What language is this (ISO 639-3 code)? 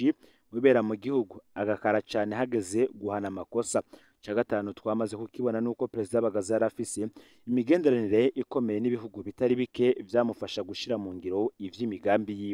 run